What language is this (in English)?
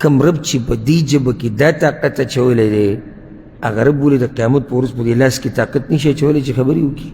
Pashto